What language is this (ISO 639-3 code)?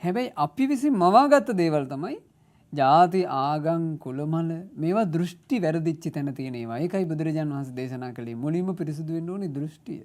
sin